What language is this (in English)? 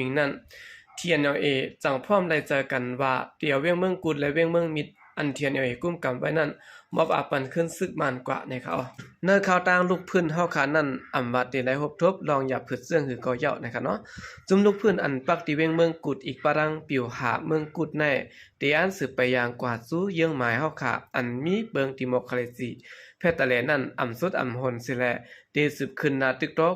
Shan